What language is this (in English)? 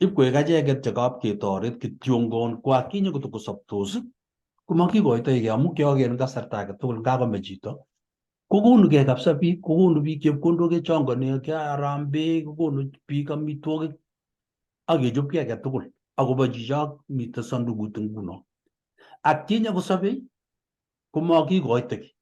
Kalenjin